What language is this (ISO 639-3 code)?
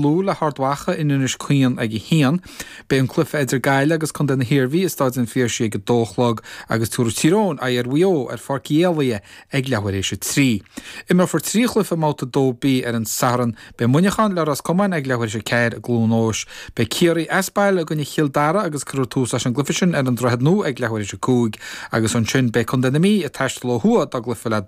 gle